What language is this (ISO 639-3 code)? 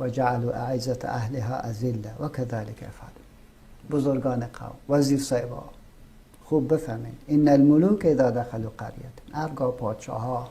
fas